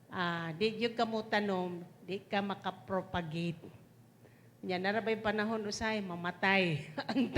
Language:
Cebuano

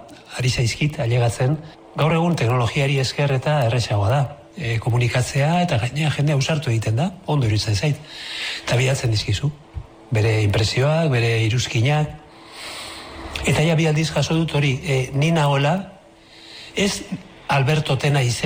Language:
Basque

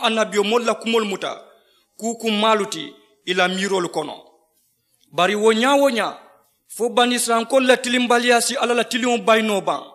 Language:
Mandingo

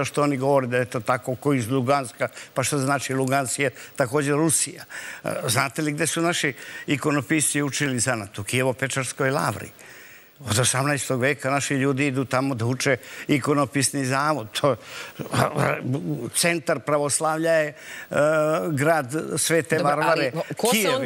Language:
Serbian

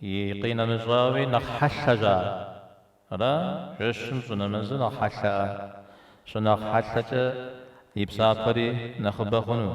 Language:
Kabardian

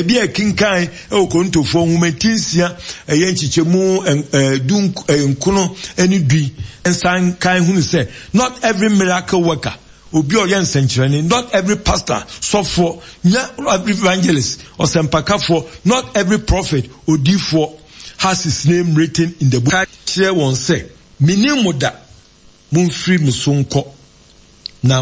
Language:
Akan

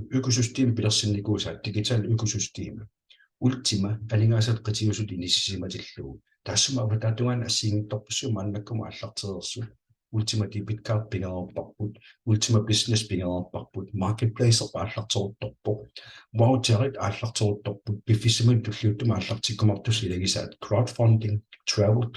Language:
Kalaallisut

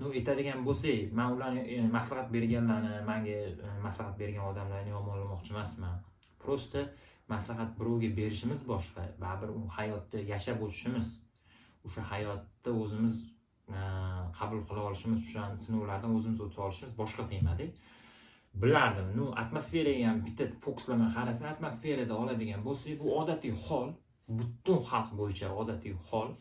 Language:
Uzbek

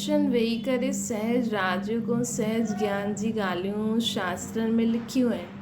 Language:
Sindhi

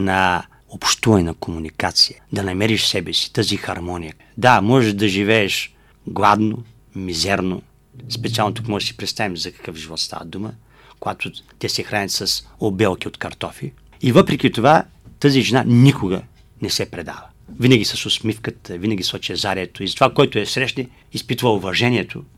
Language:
Bulgarian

